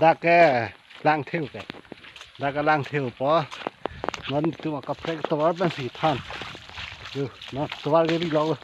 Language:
Karbi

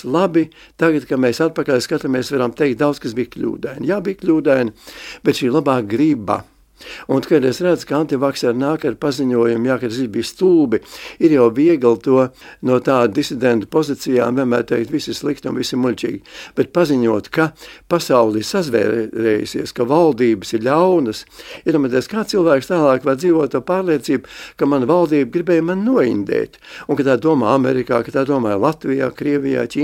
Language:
Latvian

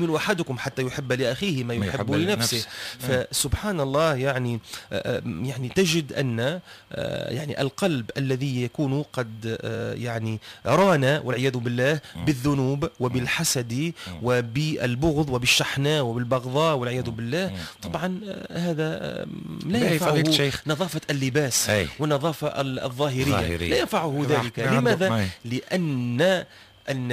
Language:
Tunisian Arabic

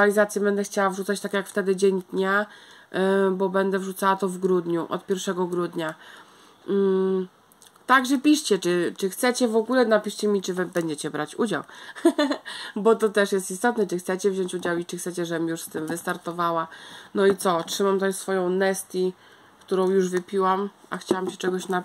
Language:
Polish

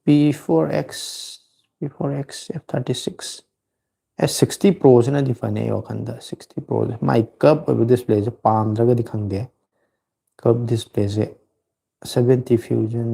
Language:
Manipuri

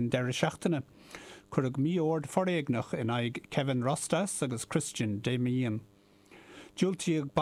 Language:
Irish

